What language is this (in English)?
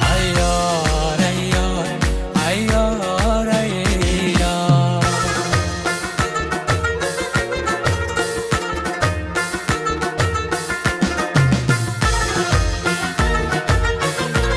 Persian